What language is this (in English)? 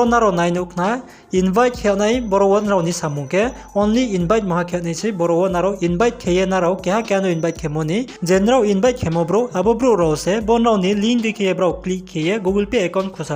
Riang (India)